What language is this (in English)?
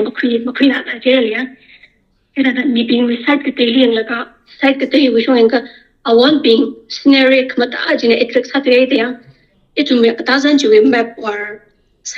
Tangkhul Naga (India)